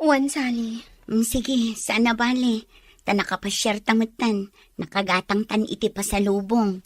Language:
Iloko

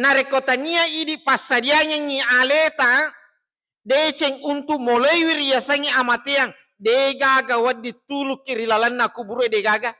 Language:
Buginese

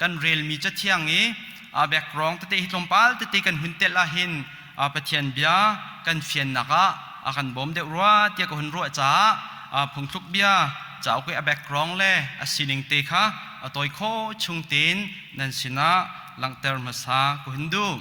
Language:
Hakha Chin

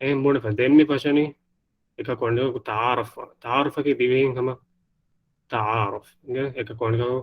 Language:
Divehi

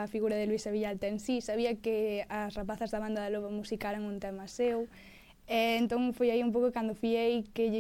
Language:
Galician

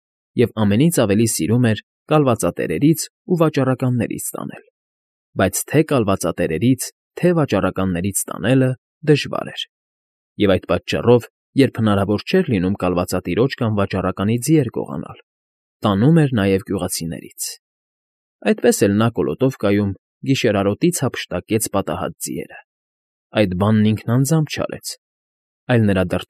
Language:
Armenian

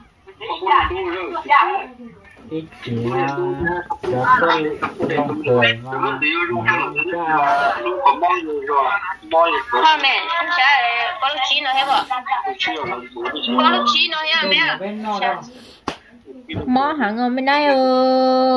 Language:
Vietnamese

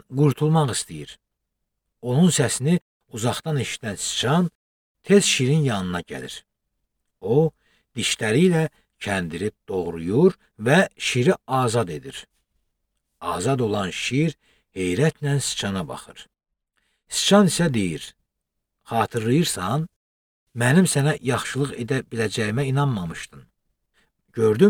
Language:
Azerbaijani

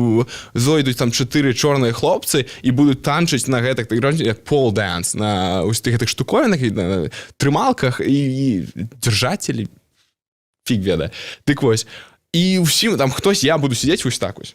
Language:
Belarusian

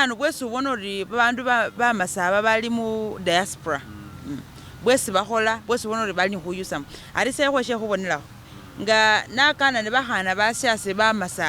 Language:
Masaaba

